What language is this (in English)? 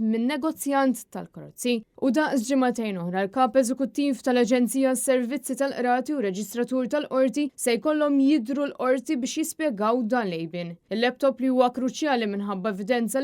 Maltese